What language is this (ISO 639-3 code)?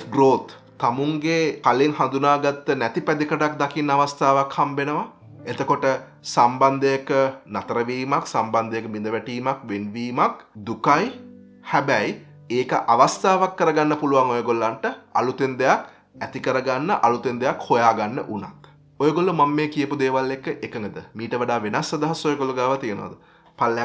sin